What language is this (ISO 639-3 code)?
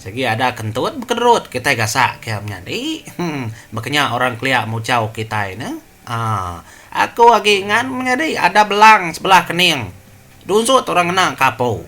iba